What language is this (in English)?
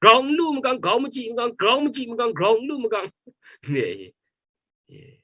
Kachin